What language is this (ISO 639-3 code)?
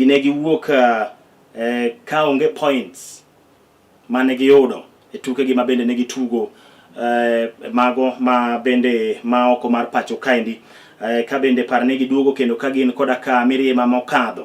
luo